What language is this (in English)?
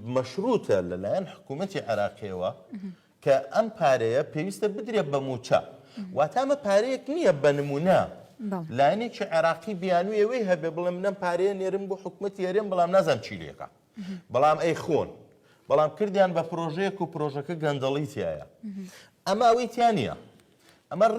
Central Kurdish